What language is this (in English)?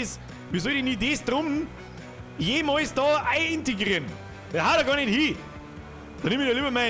Bavarian